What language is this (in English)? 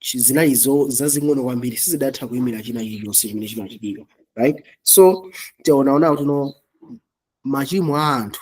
Nyanja